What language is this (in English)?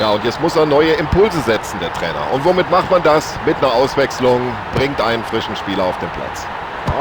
Bavarian